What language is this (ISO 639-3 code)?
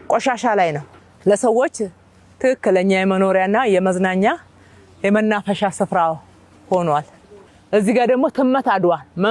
amh